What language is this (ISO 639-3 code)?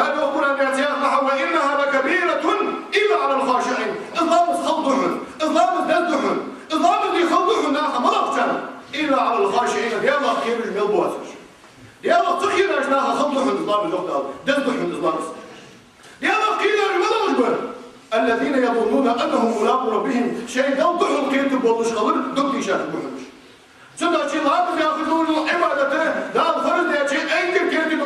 inh